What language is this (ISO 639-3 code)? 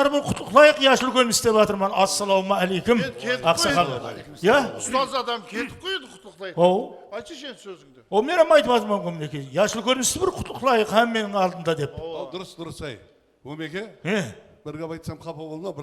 kaa